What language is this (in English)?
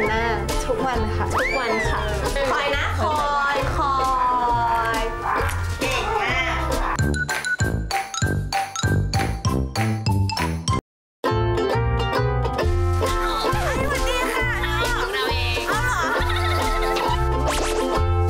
Thai